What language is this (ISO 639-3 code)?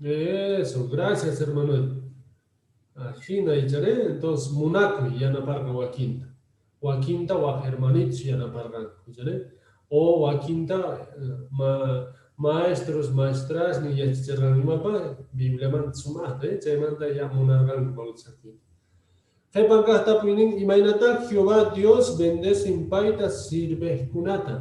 que